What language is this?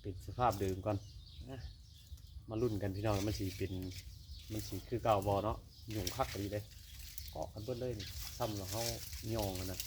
Northeastern Thai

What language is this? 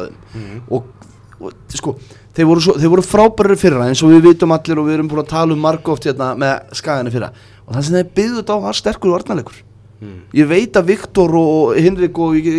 Icelandic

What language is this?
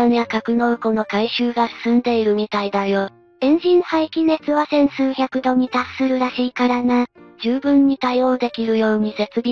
Japanese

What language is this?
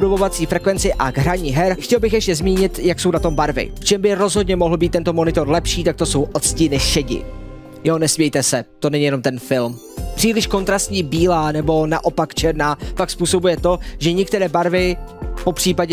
Czech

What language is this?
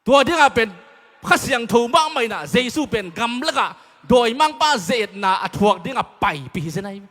Tedim Chin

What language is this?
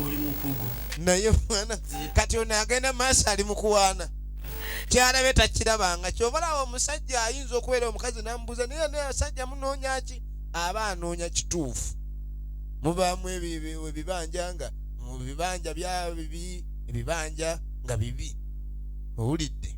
Ganda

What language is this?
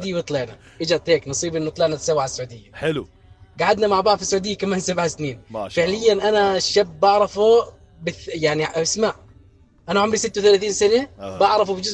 North Levantine Arabic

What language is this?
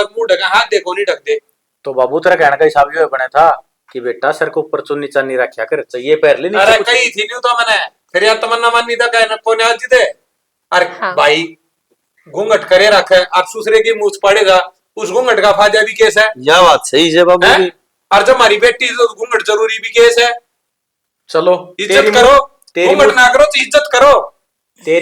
Haryanvi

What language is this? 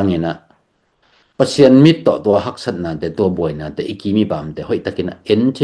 Tedim Chin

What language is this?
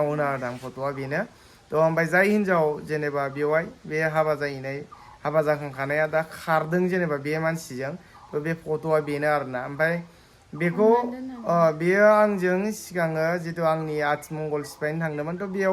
Bodo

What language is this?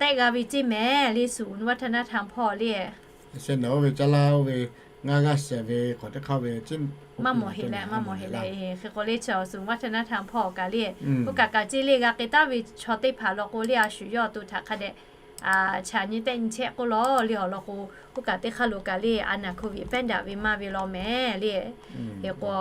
Lahu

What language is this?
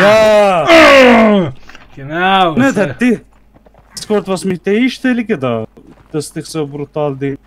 Swiss German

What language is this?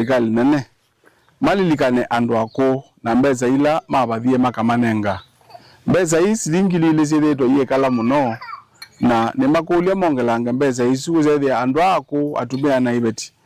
Kamba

